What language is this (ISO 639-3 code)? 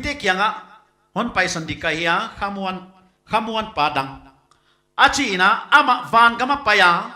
pck